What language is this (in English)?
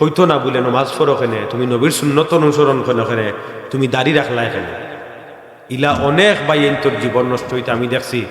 Sylheti